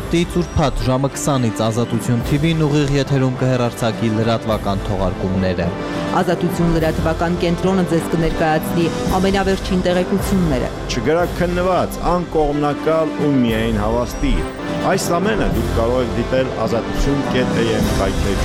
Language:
Armenian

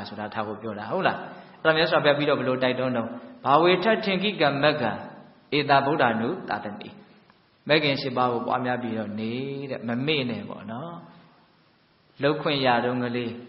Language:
Burmese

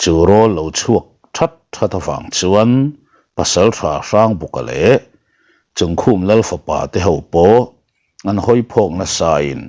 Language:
Mizo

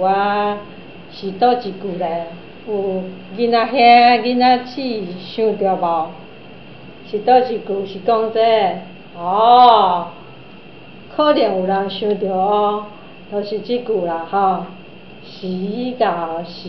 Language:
Min Nan Chinese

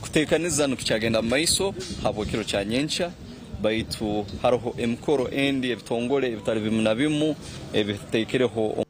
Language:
Nyankole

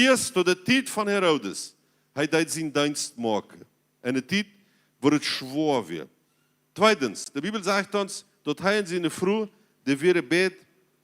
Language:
Plautdietsch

